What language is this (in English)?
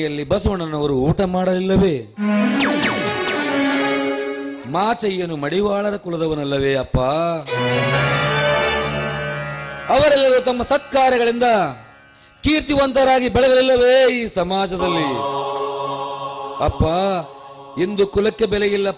Kannada